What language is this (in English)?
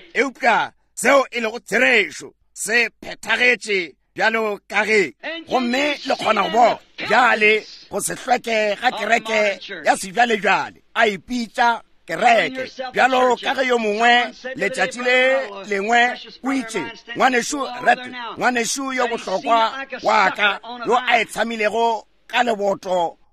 Northern Sotho